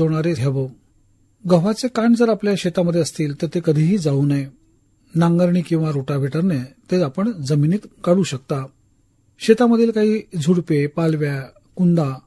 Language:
Marathi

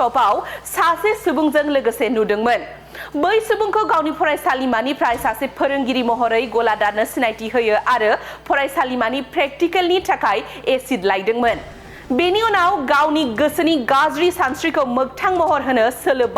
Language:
Bodo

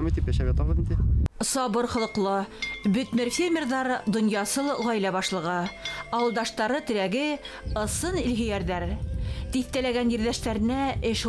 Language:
Bashkir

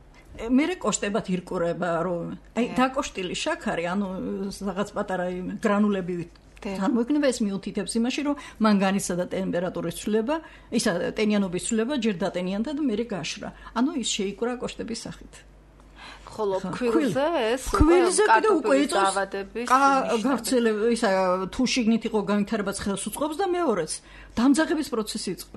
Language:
Georgian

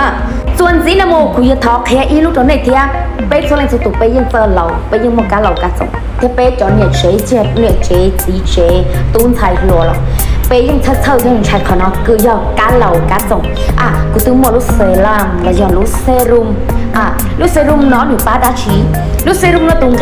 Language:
Hmong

